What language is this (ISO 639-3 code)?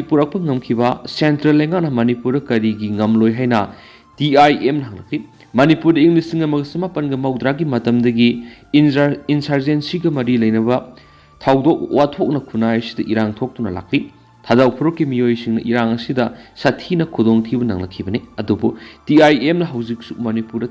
mni